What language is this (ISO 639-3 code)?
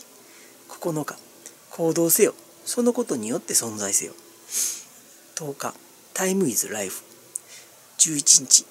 jpn